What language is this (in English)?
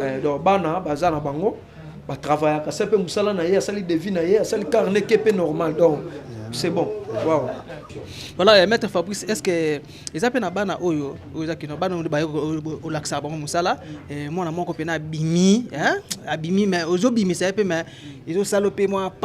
Lingala